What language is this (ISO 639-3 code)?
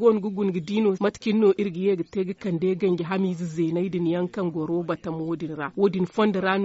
dje